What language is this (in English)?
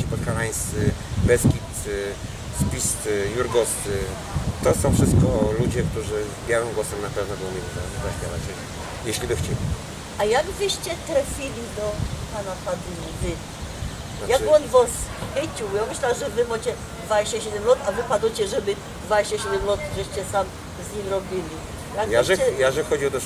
Silesian